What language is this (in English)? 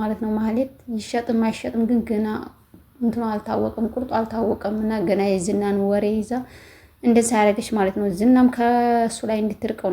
Amharic